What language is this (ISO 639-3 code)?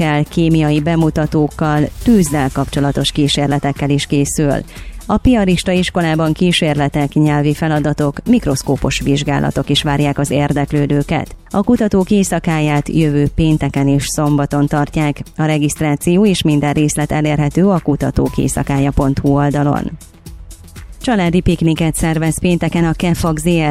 hun